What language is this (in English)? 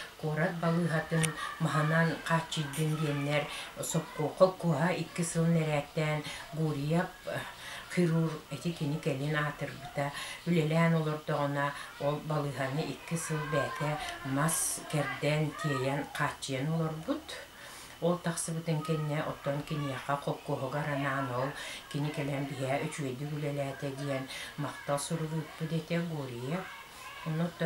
Yakut